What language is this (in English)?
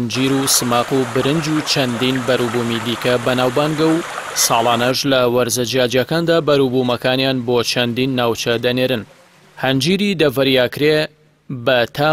Central Kurdish